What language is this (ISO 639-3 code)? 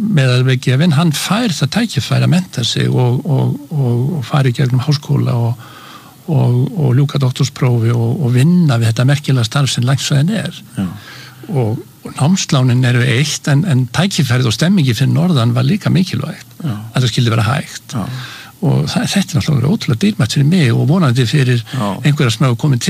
isl